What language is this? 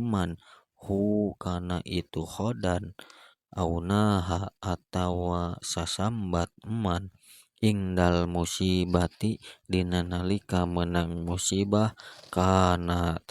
Sundanese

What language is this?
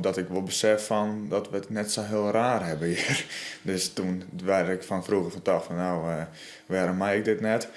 Western Frisian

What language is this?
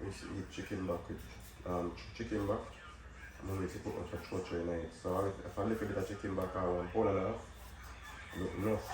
Jamaican Creole English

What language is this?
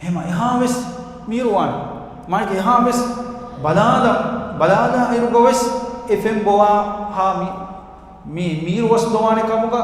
Divehi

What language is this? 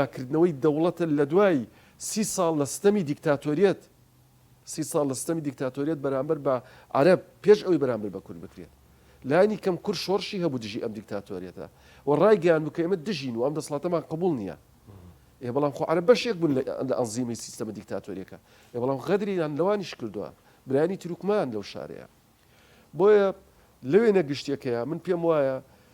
Central Kurdish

